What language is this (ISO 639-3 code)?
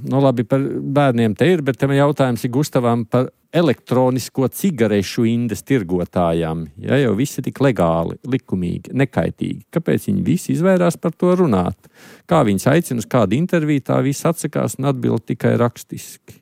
lav